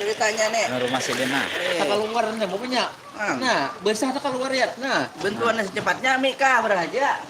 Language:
Banjar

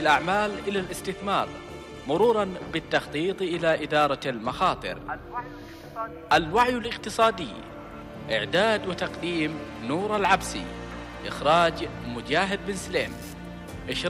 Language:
Arabic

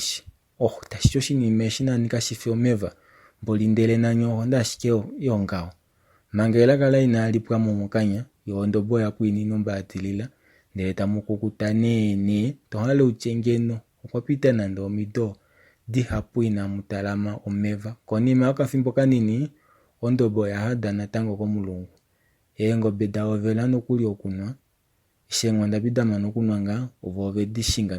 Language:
Kuanyama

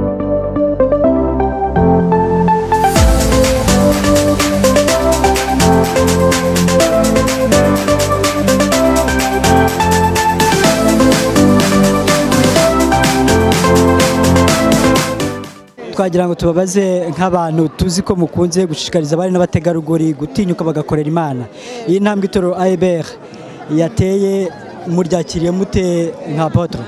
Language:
Kinyarwanda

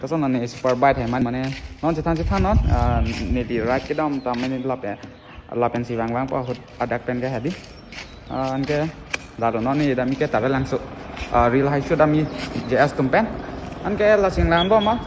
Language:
Karbi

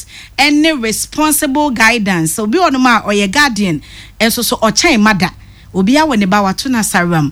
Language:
Akan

